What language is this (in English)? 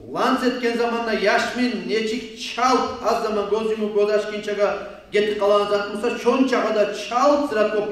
Kumyk